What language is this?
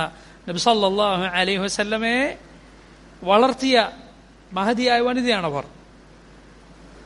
Malayalam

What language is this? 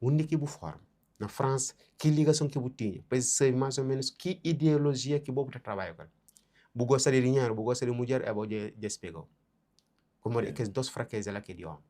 Kabuverdianu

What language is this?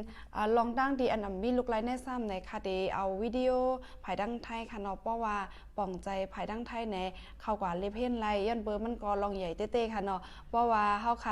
Shan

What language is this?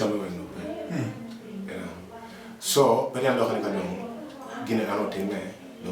Acoli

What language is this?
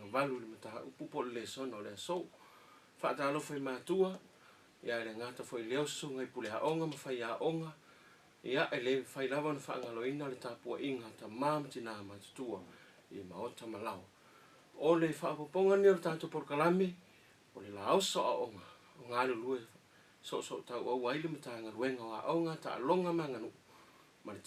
Samoan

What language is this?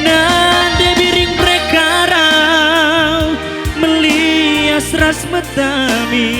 Batak Karo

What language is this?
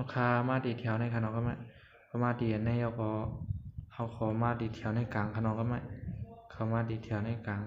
Shan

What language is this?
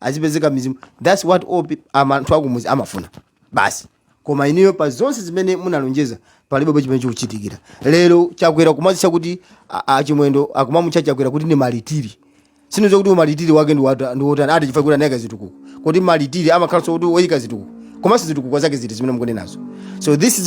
Nyanja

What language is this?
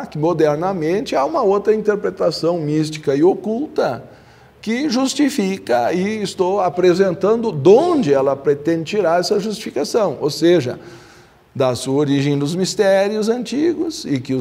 Portuguese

